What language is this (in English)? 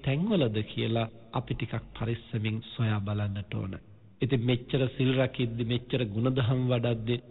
Sinhala